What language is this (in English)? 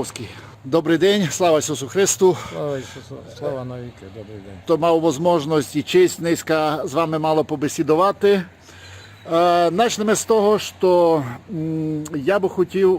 Rusyn